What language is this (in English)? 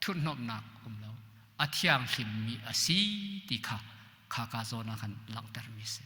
Hakha Chin